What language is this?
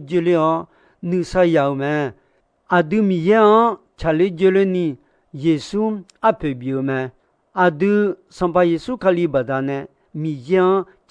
Akha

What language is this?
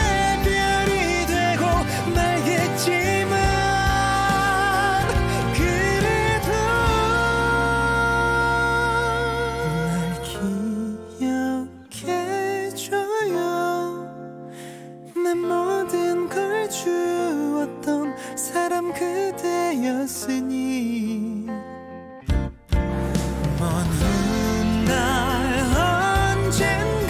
Korean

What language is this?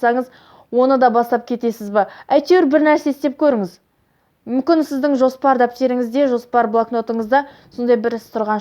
Kazakh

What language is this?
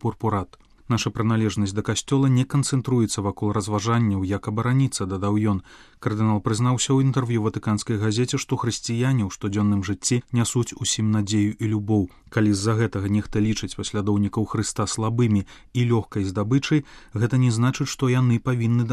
Belarusian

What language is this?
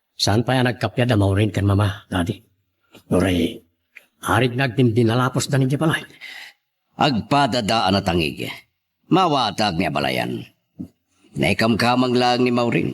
Iloko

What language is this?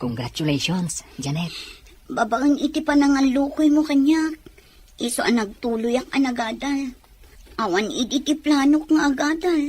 Iloko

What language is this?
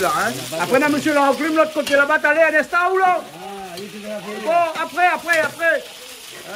Réunion Creole French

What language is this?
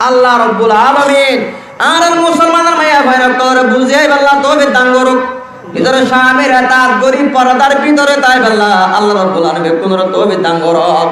Rohingya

